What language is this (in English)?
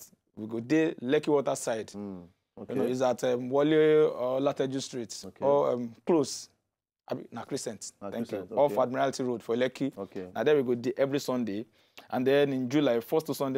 Nigerian Pidgin